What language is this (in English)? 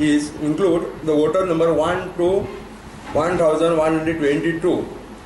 Konkani